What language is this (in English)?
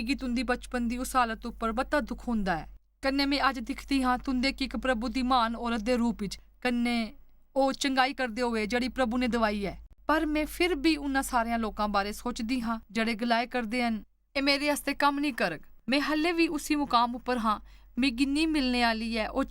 Dogri